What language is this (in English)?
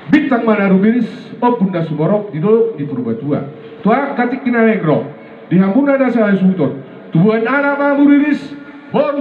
Batak Toba